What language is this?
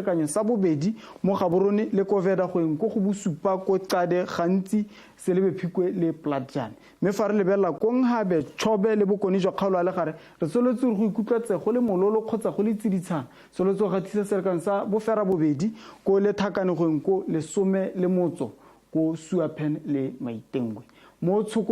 Tswana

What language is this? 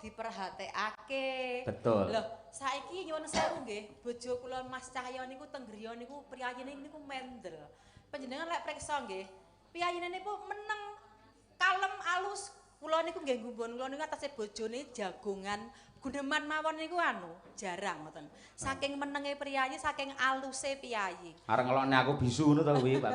Javanese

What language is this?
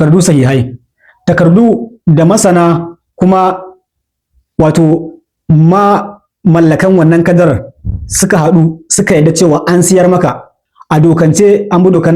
Hausa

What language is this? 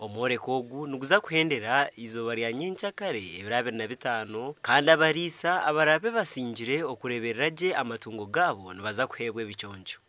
Nyankole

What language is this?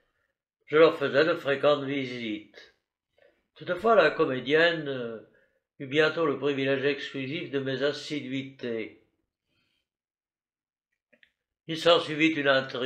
French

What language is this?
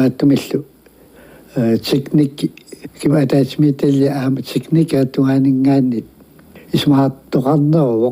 Kalaallisut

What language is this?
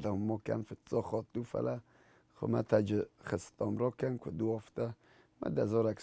Ossetic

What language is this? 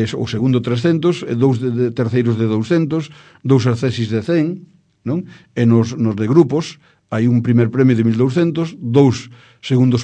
Galician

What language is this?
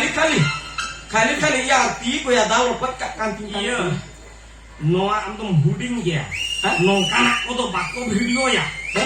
Santali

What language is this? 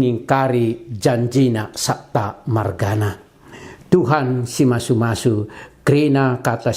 Batak Karo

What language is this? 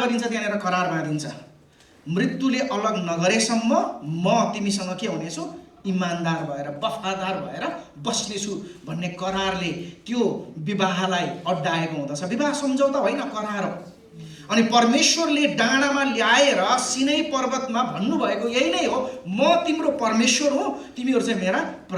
Nepali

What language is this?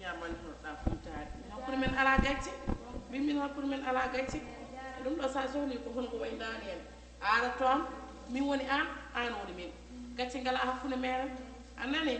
Fula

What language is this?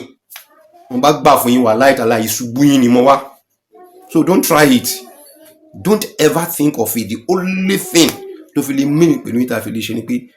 Yoruba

